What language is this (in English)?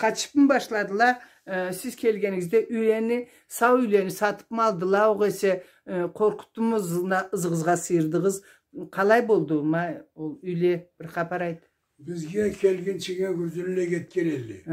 Karachay-Balkar